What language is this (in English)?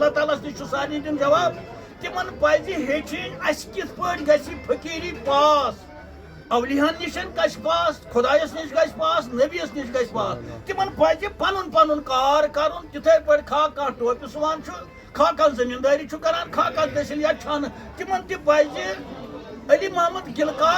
Kashmiri